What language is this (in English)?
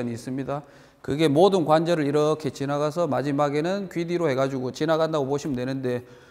Korean